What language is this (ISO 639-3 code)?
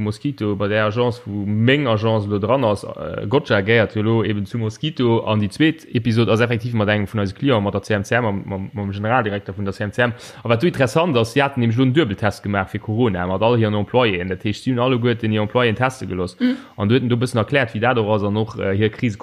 ltz